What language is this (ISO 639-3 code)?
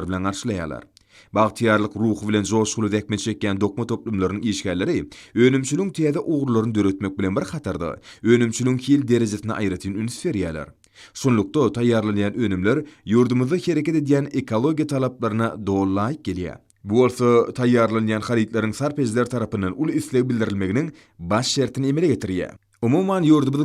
tuk